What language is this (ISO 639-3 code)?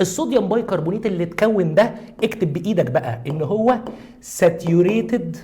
arz